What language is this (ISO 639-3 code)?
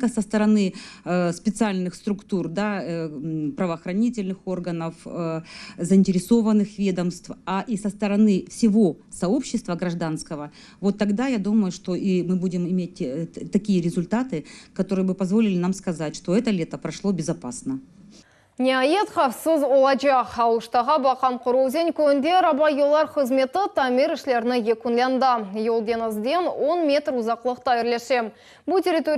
crh